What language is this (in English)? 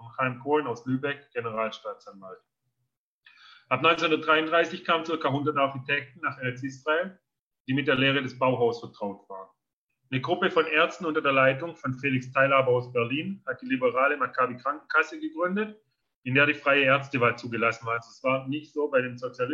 German